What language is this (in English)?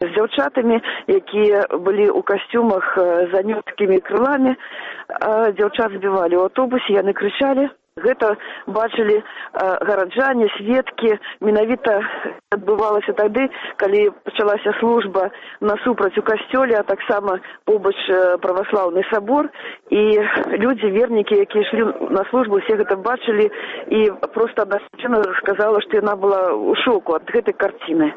Belarusian